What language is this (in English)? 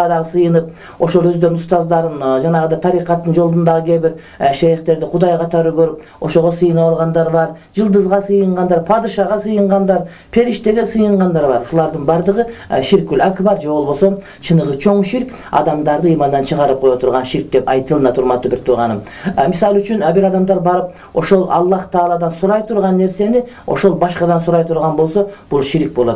Kyrgyz